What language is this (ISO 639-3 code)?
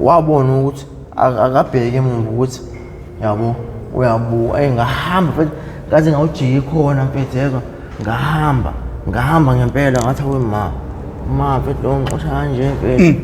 zul